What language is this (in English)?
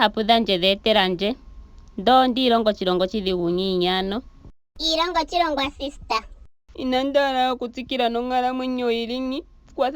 Ndonga